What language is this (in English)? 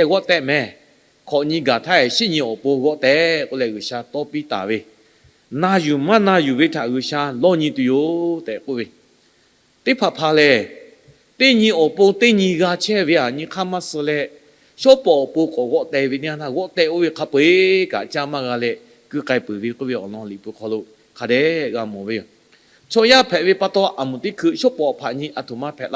Lahu